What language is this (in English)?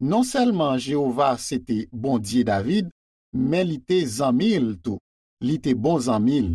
Haitian Creole